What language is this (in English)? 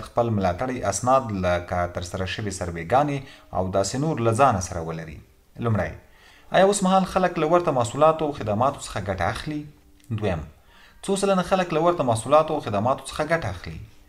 Pashto